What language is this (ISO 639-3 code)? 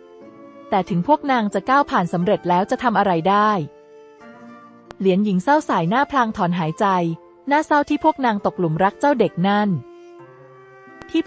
tha